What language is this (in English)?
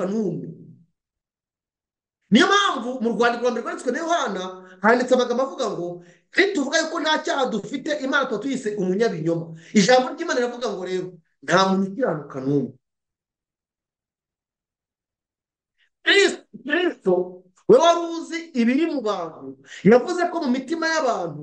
Kinyarwanda